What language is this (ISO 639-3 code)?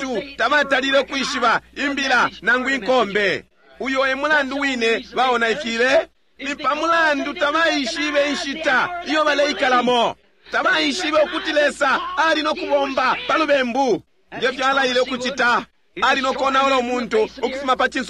bem